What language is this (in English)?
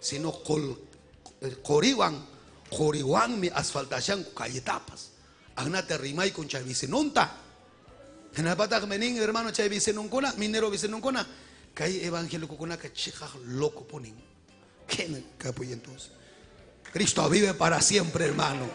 Ayacucho Quechua